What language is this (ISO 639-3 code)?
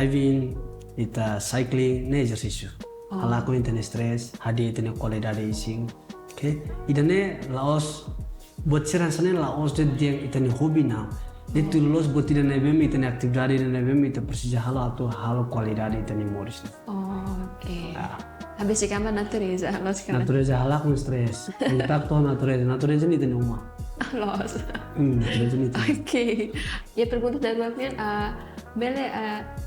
tet